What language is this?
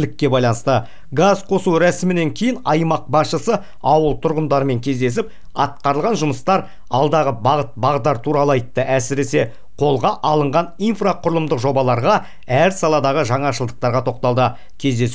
Kazakh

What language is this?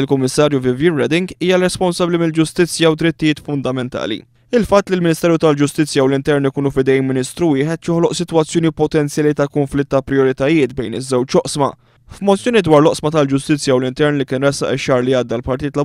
Maltese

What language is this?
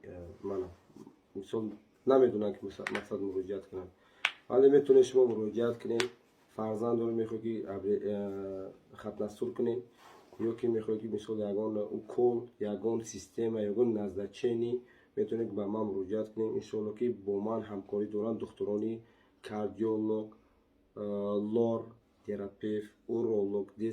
Tajik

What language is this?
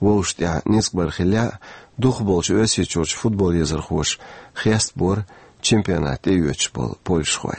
Chechen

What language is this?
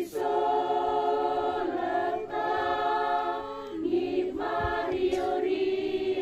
Toraja-Sa'dan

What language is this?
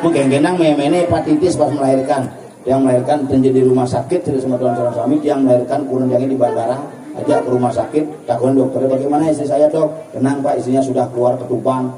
Balinese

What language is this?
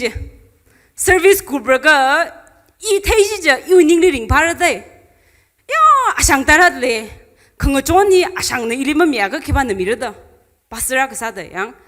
Tangkhul Naga (India)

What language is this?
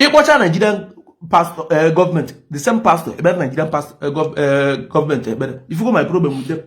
Igbo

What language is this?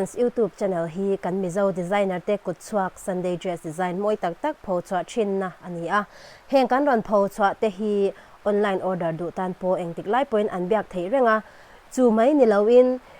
Mizo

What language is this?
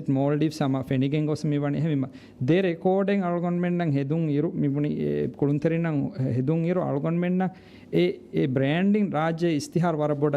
Divehi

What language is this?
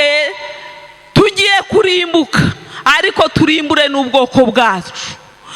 Kinyarwanda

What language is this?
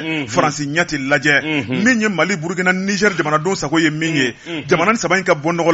Bambara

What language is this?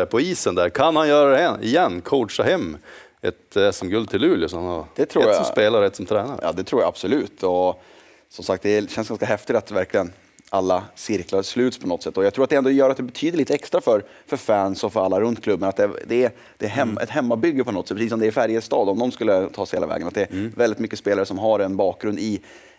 Swedish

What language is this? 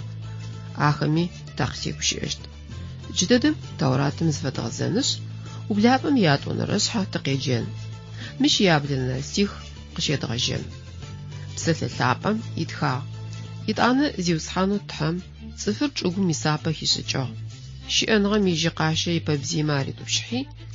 Adyghe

